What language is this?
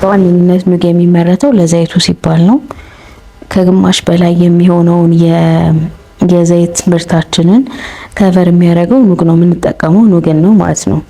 Amharic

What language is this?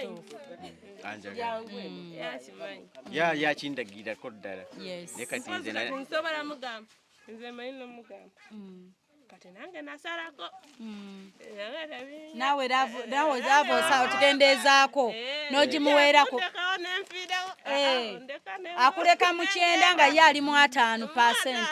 Ganda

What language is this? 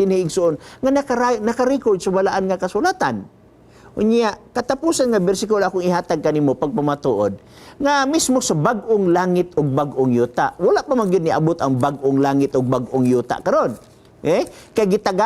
Cebuano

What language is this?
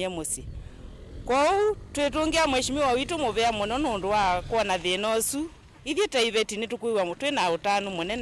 Kamba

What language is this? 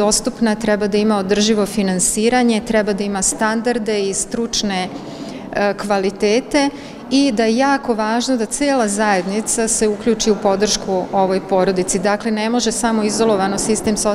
Serbian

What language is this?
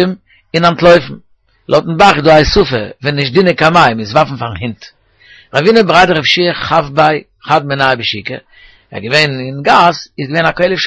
Yiddish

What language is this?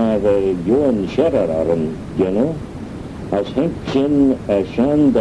Manx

